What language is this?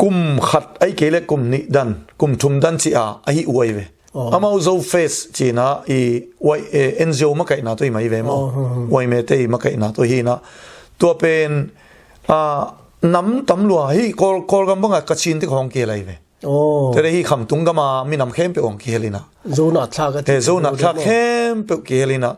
Tedim Chin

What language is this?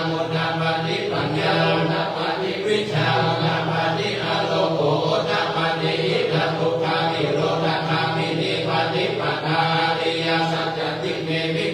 Pali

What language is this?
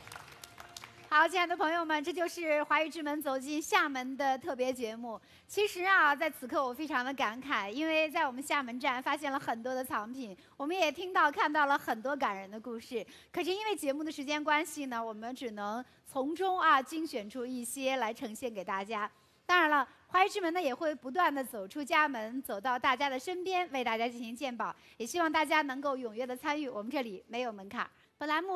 Chinese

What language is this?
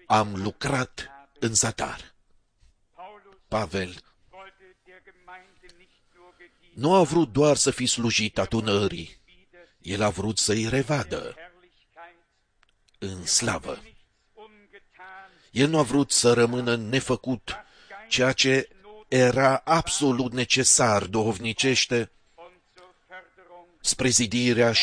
Romanian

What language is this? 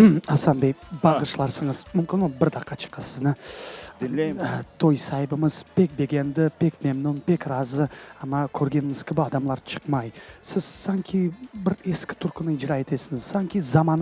Crimean Tatar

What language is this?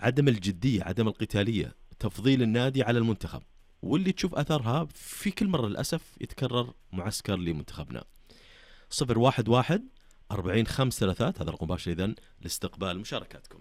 Najdi Arabic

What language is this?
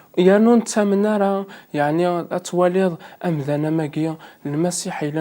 Kabyle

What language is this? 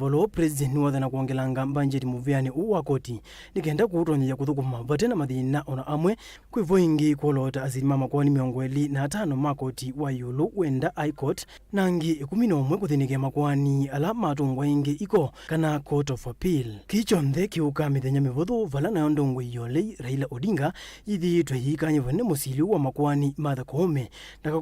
Kamba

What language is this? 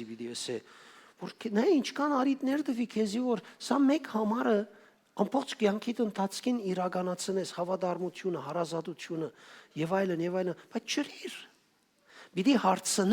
Western Armenian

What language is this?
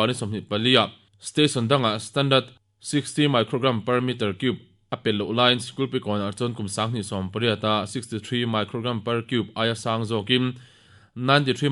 Mizo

